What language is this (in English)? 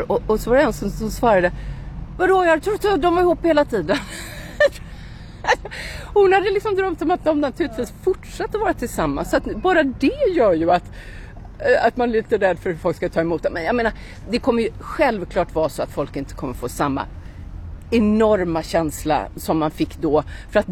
Swedish